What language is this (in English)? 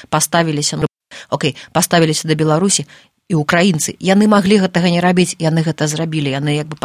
Belarusian